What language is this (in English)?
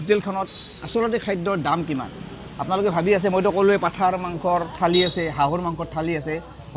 Assamese